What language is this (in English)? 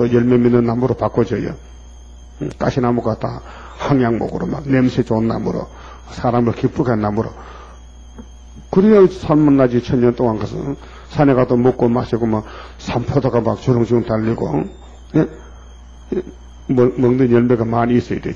Korean